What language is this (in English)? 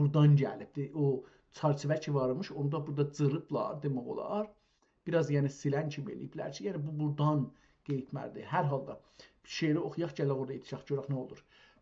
South Azerbaijani